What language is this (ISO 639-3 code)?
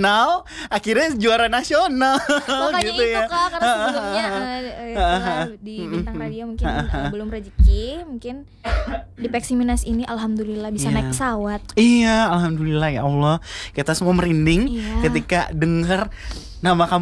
ind